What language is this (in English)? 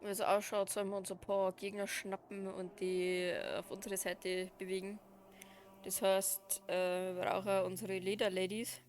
Bavarian